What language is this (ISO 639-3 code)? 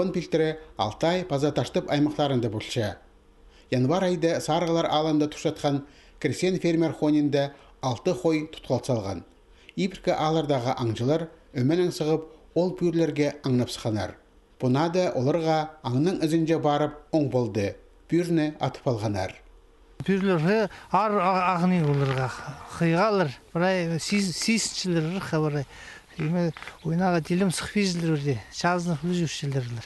kjh